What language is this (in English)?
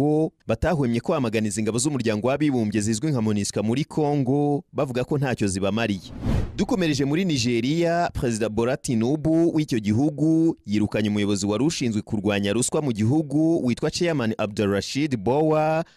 Kinyarwanda